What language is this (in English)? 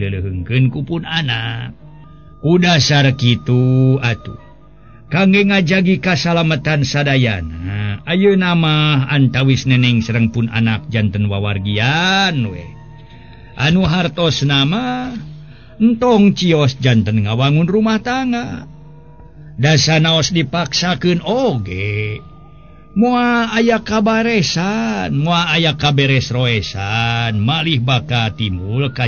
Sundanese